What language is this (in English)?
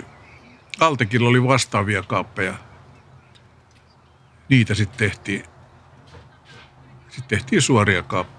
Finnish